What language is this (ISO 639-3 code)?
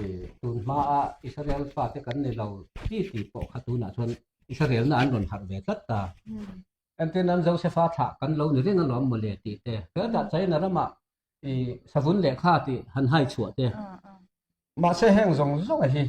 lus